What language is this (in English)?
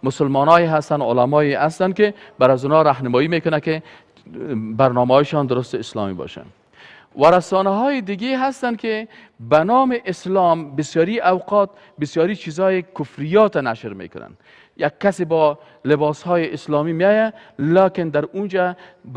Persian